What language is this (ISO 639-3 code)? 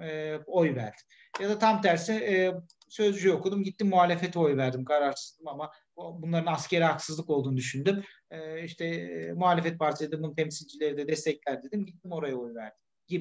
tur